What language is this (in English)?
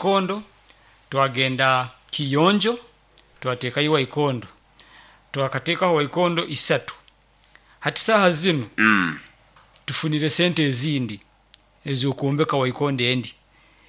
Nyoro